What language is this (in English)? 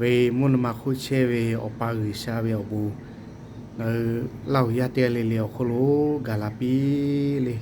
Lahu